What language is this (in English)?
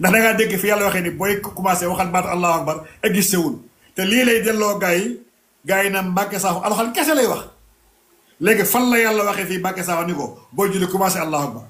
Wolof